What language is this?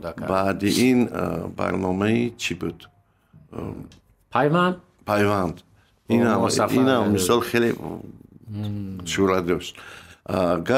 Tajik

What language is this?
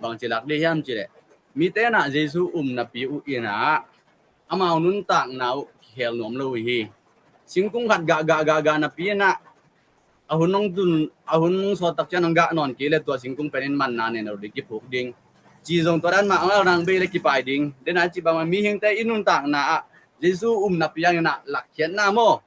Tedim Chin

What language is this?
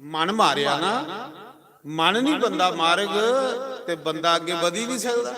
Dogri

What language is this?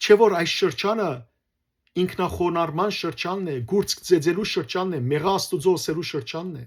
Western Armenian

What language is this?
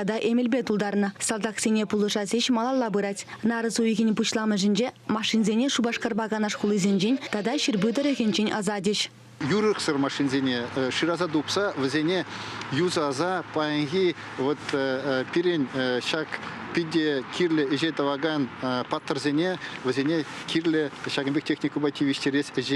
Chuvash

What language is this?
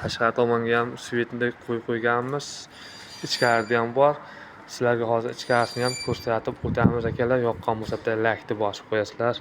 Uzbek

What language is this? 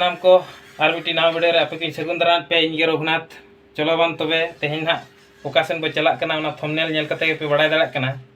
Santali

